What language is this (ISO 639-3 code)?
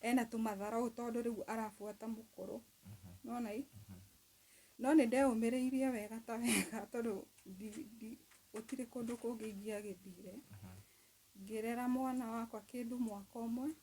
kik